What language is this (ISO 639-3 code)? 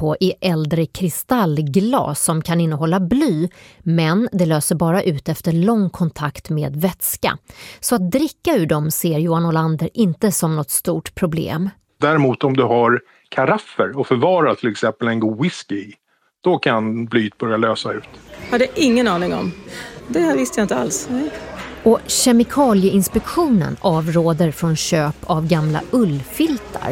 swe